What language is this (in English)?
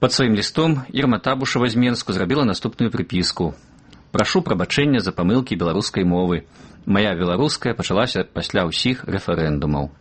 Belarusian